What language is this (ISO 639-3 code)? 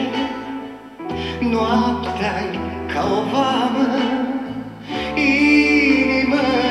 ron